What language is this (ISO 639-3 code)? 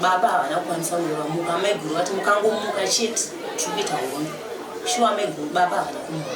sna